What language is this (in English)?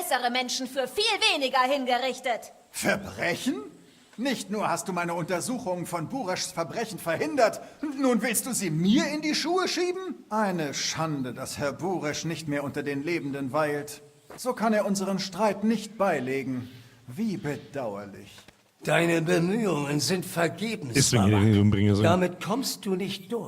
Bavarian